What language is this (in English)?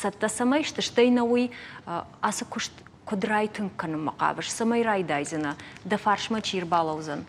Ossetic